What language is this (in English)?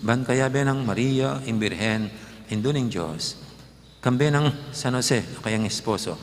Pampanga